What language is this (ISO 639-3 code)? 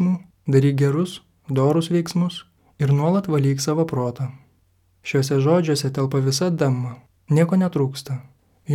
lit